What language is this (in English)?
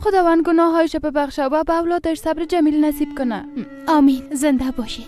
Persian